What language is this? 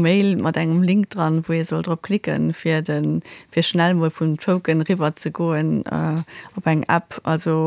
Luxembourgish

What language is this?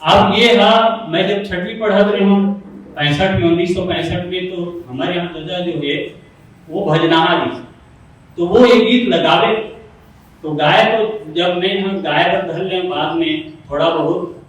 Chhattisgarhi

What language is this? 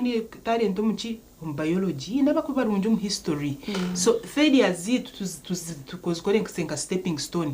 Nyankole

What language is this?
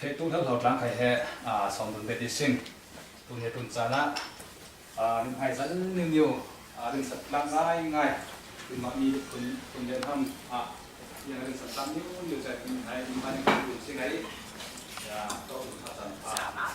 Falam Chin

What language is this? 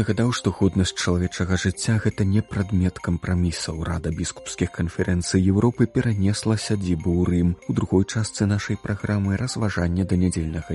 Belarusian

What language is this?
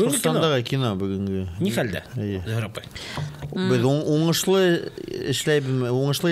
Bashkir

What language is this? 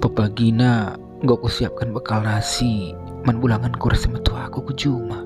Batak Karo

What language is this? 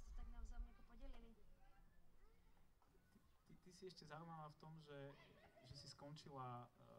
Slovak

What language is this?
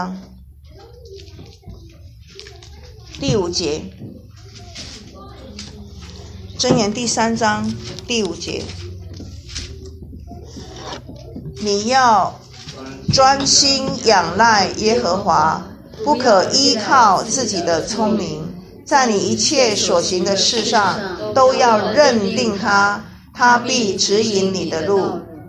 Chinese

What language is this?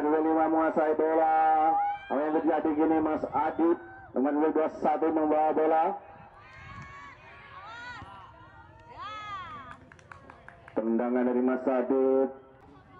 Indonesian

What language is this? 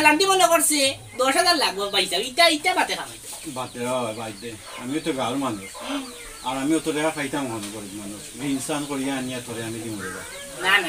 Sylheti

